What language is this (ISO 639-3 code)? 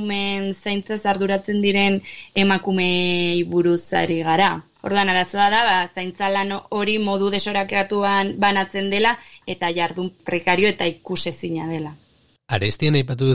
eus